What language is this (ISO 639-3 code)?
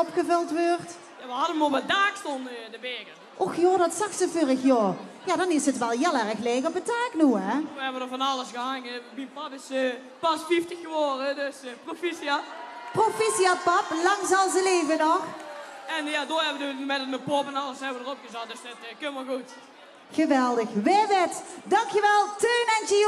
lim